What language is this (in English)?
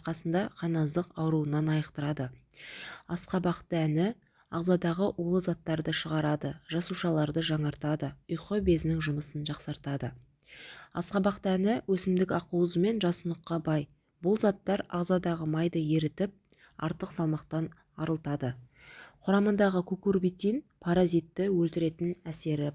Kazakh